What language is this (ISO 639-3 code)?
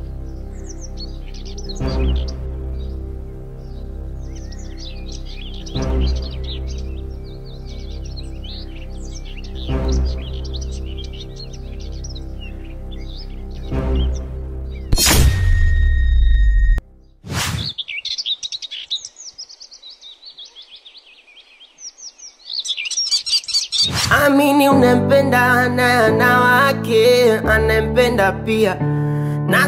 swa